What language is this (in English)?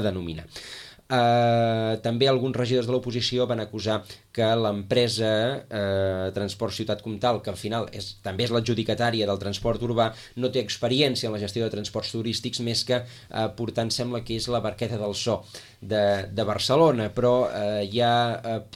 Catalan